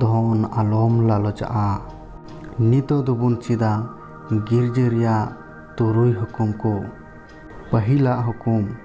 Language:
Santali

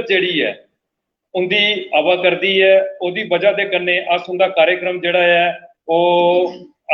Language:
Dogri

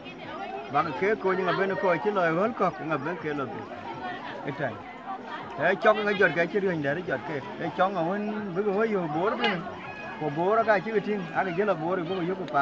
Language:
Dinka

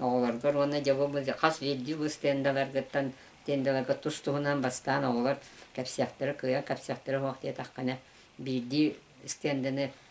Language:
Yakut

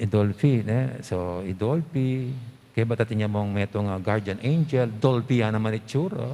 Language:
Pampanga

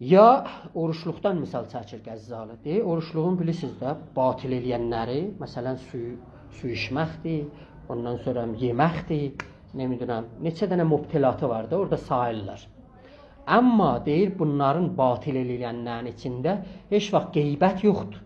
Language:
South Azerbaijani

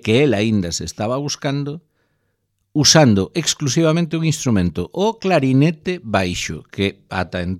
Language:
Galician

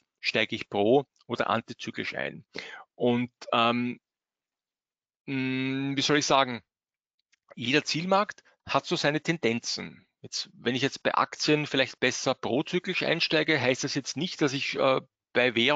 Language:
German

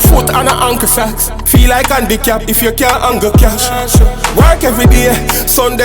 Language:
Jamaican Creole English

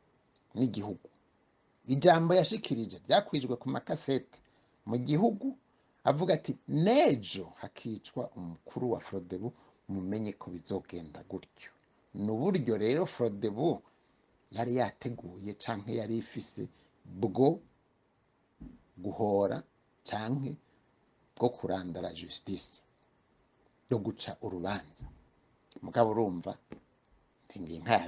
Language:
Rundi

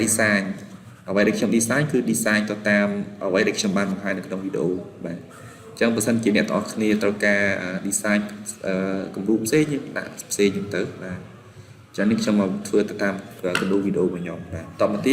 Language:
Khmer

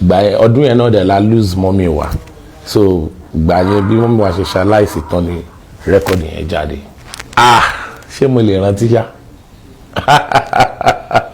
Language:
Yoruba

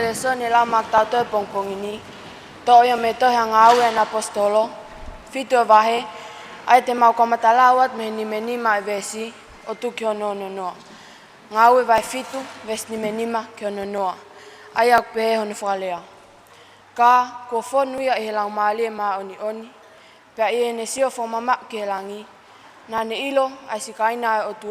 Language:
Tongan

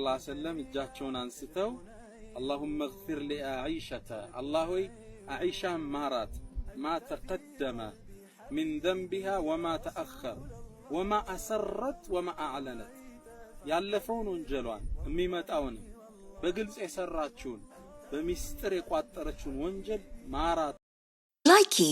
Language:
Amharic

